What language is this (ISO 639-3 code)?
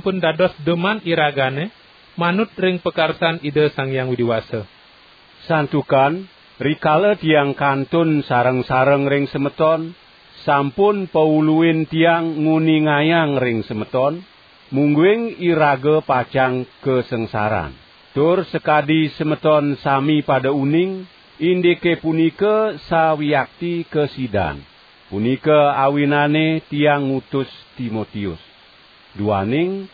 ban